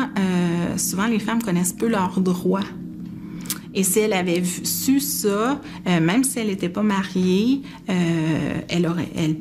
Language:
French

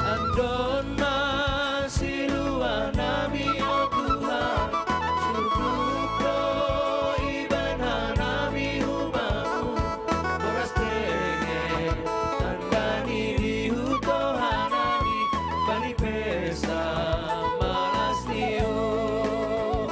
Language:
Batak Simalungun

